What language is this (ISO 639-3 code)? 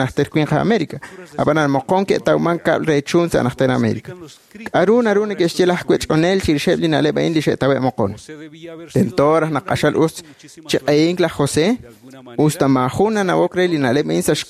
kek